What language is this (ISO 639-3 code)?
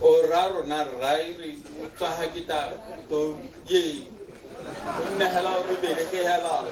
tsn